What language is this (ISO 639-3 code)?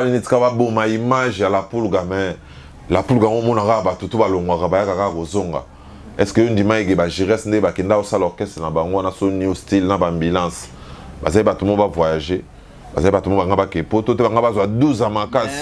lin